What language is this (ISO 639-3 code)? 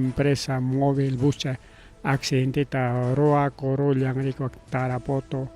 quy